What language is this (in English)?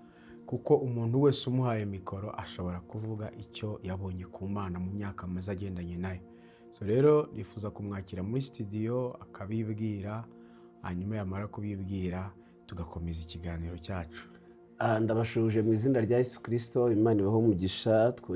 Kinyarwanda